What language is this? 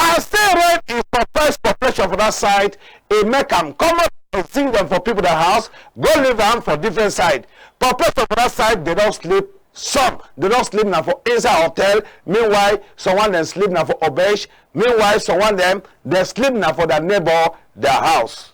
Cameroon Pidgin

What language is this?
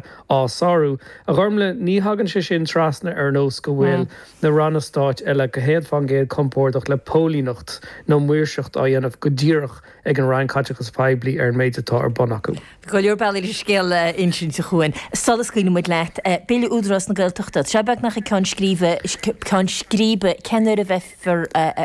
Irish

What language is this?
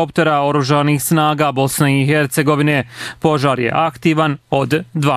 Bosnian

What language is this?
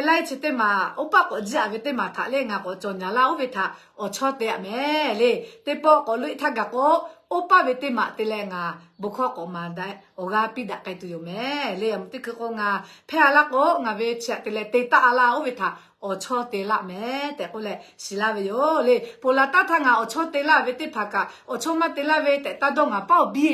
Lahu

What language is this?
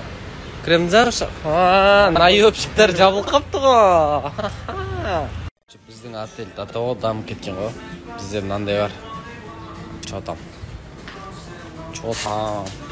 Kazakh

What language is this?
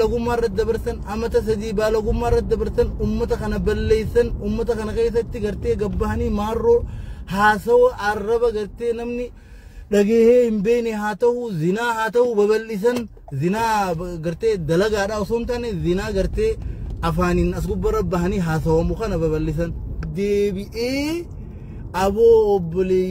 Oromo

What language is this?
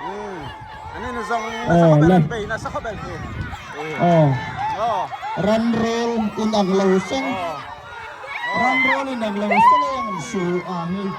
Hmar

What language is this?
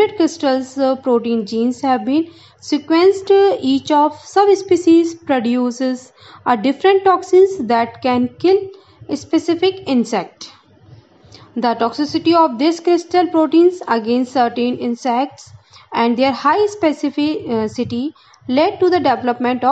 English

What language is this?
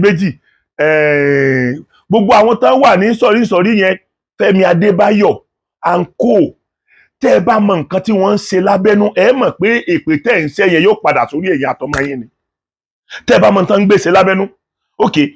Yoruba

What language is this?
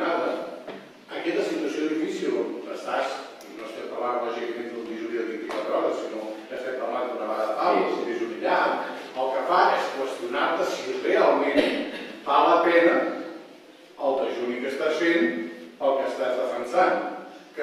Catalan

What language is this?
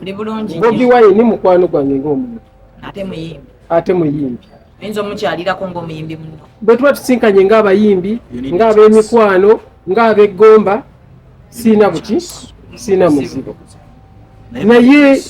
Ganda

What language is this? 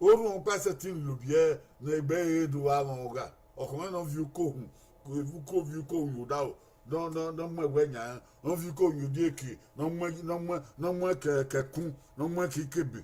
Bini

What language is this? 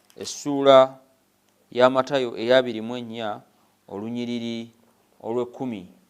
Ganda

